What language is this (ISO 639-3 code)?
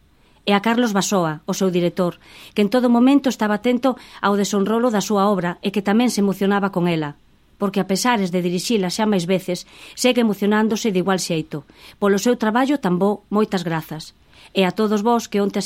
glg